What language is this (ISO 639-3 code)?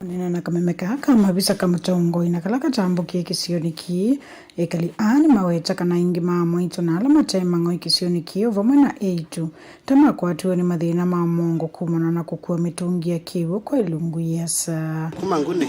kam